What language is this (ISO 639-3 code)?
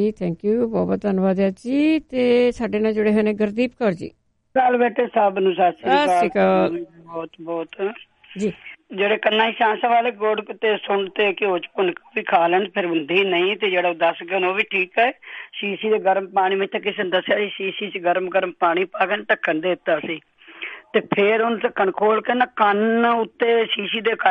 pan